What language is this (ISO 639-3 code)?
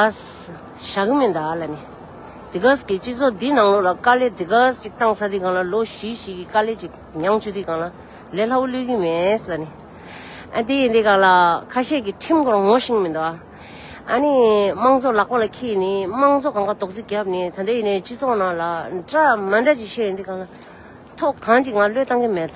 bod